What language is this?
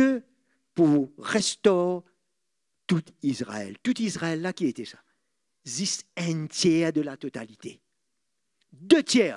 Morisyen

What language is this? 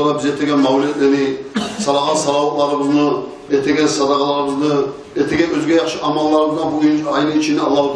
Kumyk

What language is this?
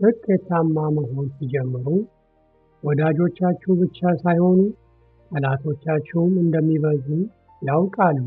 Amharic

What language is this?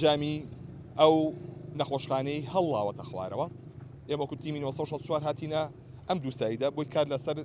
Central Kurdish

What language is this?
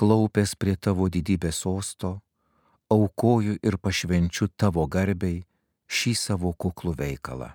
Lithuanian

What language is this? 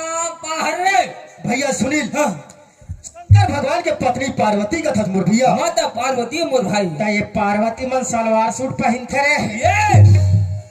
Chhattisgarhi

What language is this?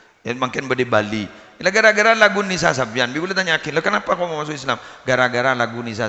Madurese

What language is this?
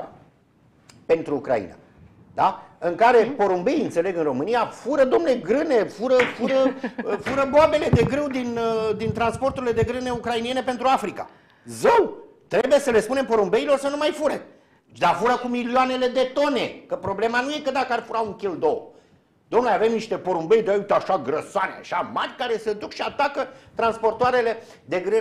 Romanian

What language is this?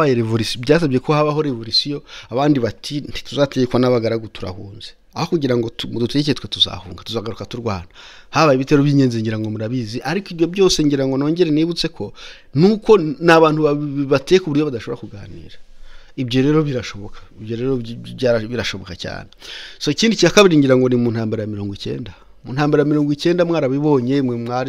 Kinyarwanda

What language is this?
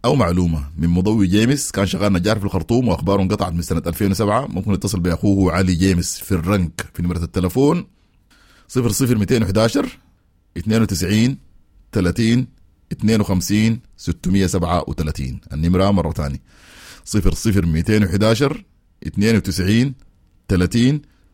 Sudanese Arabic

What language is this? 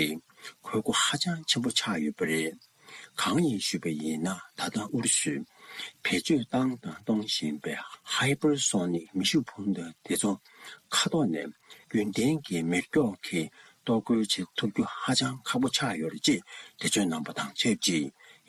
Tibetan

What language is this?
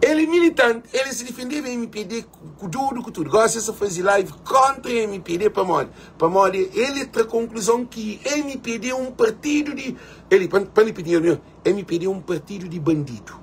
Kabuverdianu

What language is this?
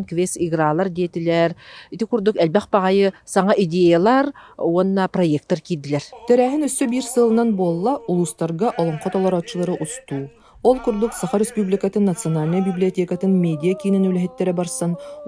Yakut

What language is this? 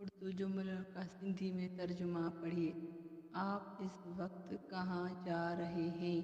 Sindhi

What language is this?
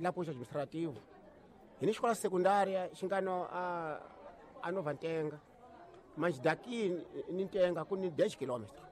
Tsonga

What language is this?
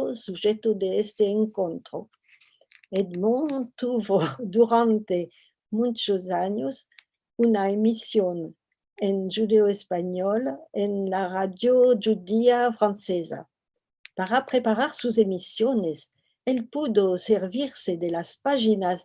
Ladino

